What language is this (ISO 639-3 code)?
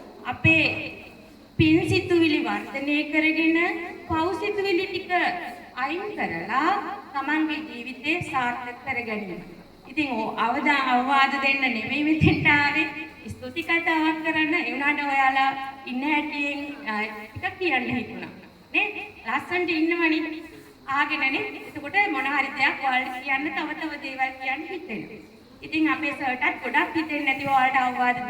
sin